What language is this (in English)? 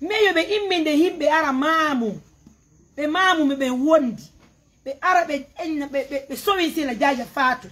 Pular